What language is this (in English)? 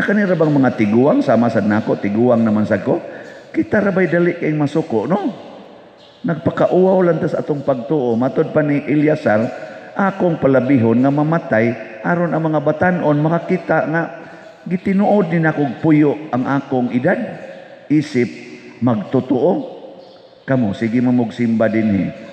Cebuano